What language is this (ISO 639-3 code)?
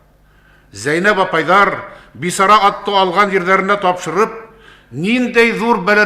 bak